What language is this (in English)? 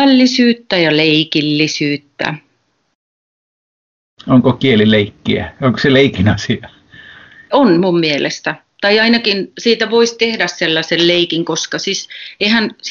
Finnish